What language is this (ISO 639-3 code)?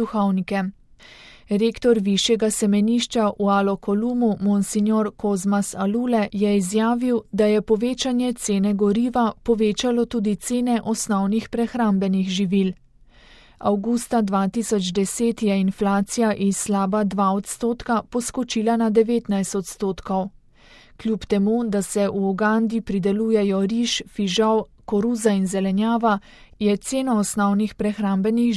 slv